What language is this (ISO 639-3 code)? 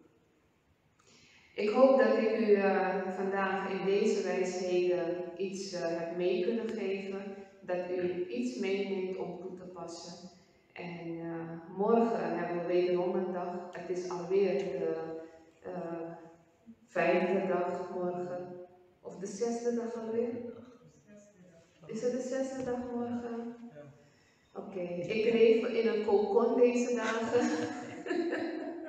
nld